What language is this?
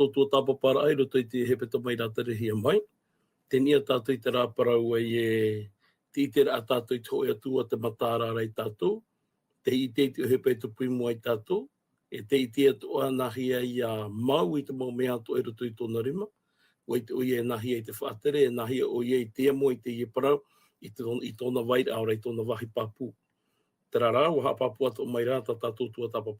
Tahitian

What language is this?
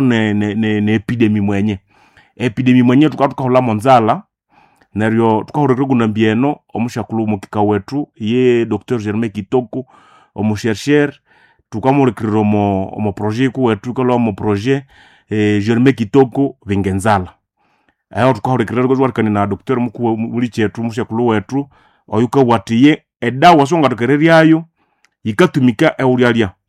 Nande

